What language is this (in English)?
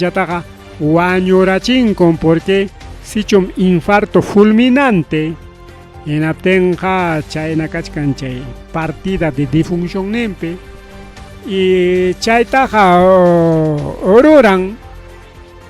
Ayacucho Quechua